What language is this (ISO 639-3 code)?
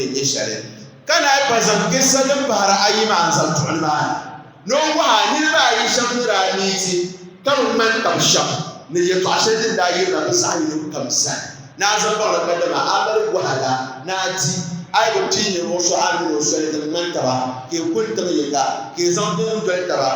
dag